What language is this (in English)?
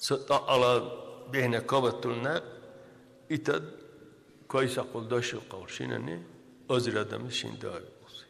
Dargwa